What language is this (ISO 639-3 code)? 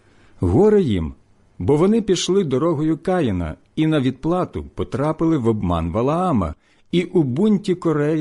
ukr